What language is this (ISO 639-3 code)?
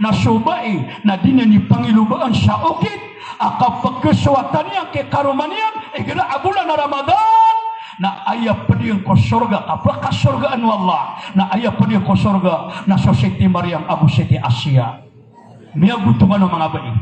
mrw